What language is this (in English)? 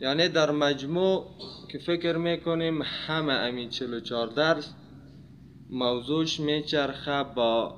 Persian